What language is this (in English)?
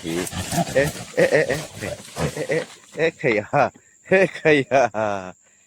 Hmar